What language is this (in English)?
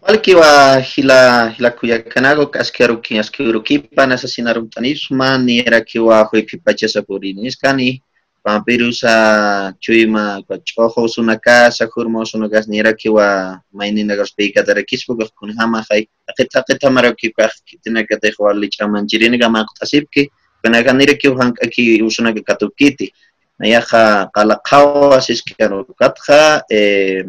Aymara